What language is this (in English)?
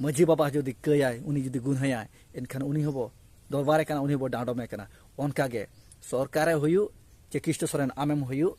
Santali